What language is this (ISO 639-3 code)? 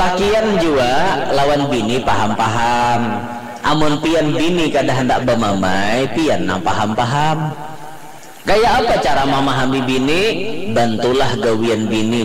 bjn